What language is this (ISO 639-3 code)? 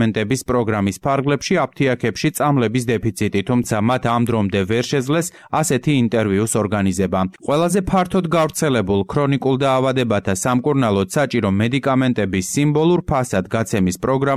kat